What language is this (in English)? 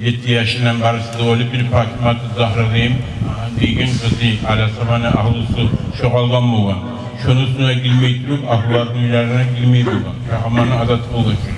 Kumyk